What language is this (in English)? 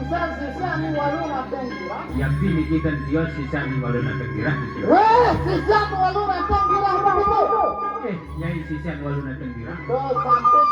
Balinese